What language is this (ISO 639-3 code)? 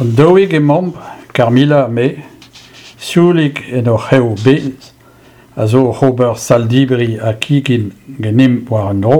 bre